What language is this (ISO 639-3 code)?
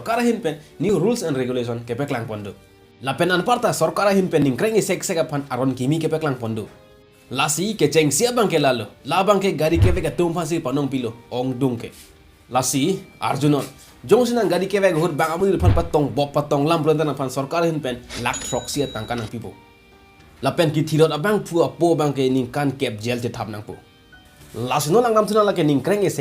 mjw